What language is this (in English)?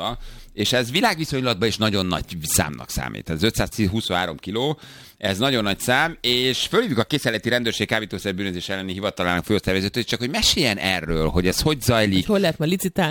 Hungarian